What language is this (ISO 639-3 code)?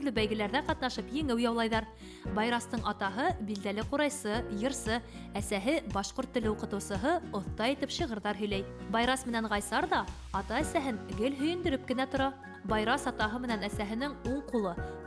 bak